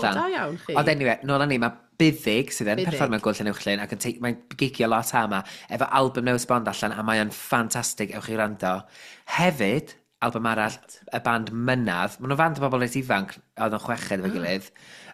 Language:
Welsh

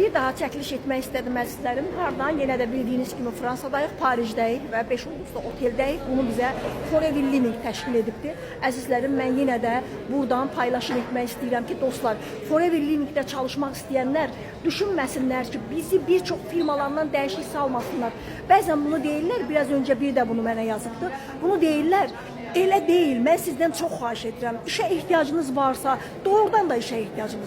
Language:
Azerbaijani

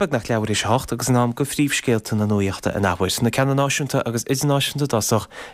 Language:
Irish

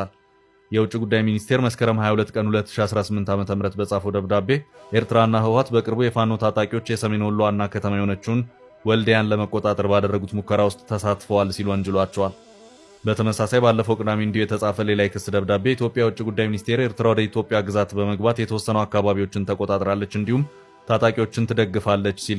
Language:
Amharic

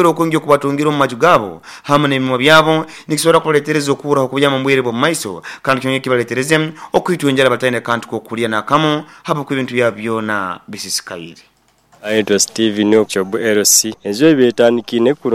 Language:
Nyoro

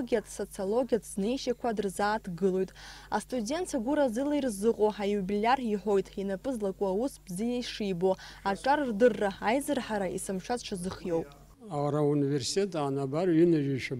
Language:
Abkhazian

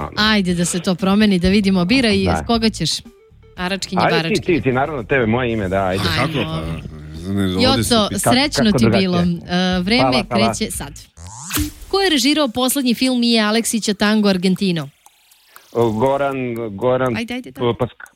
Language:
Serbian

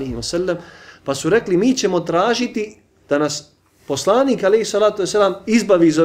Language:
Bosnian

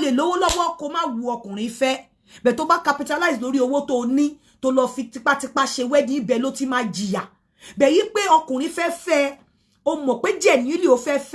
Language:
Yoruba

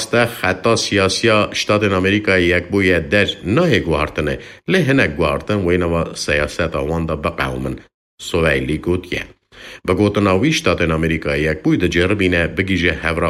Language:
Kurdish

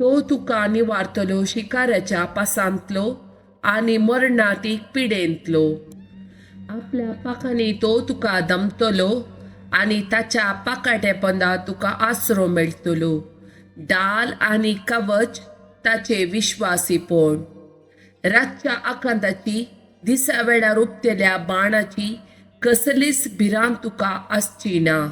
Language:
Konkani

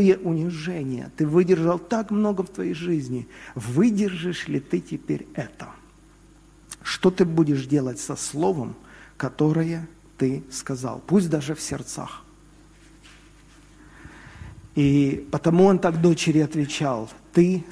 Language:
Russian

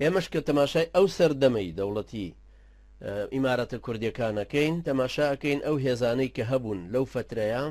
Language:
Central Kurdish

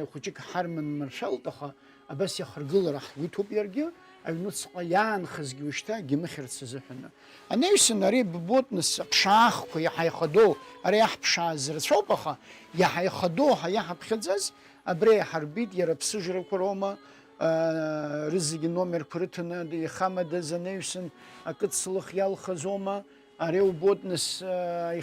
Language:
Abkhazian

